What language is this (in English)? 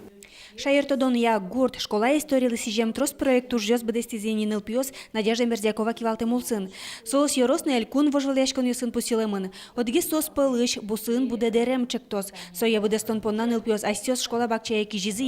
Udmurt